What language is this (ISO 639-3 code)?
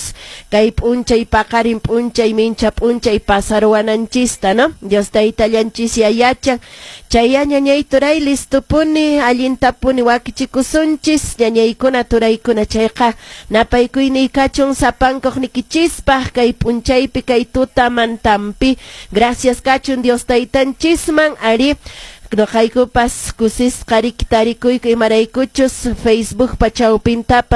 que